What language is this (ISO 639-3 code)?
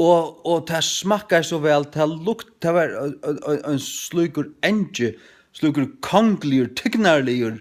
fao